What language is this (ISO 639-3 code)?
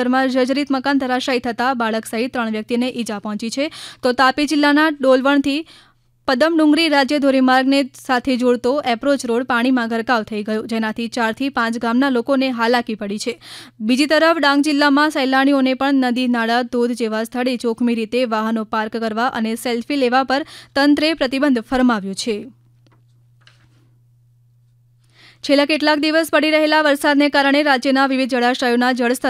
guj